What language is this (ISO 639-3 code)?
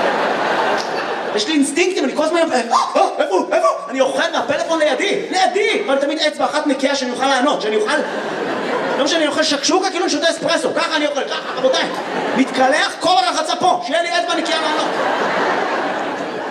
heb